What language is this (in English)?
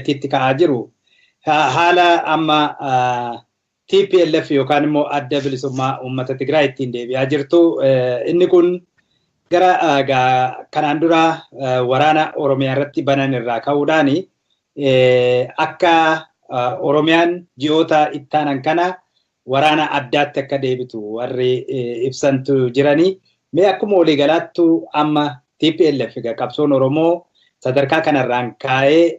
Oromo